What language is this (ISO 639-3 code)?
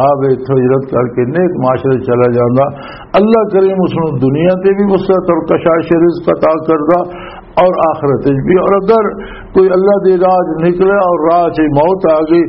lah